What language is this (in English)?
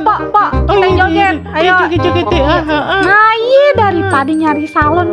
Betawi